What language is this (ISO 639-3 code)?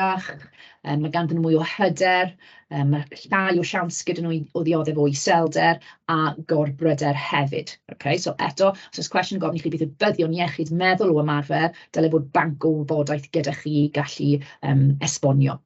cym